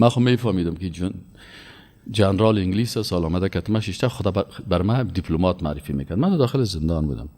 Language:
Persian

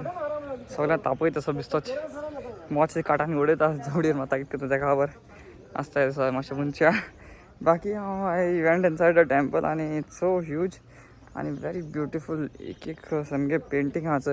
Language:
Konkani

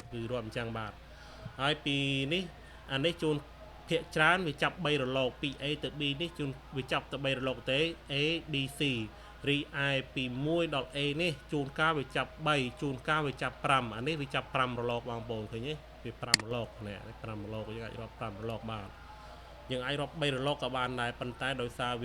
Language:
Khmer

